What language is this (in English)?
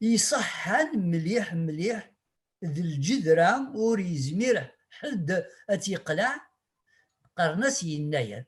Kabyle